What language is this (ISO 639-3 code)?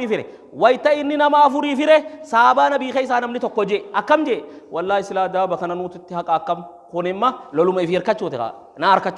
orm